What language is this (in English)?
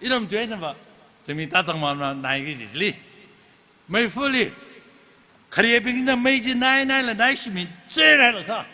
Tangkhul Naga (India)